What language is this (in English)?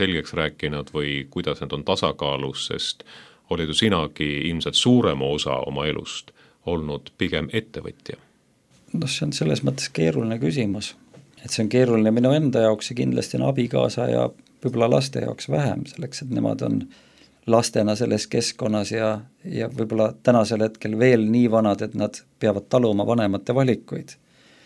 Estonian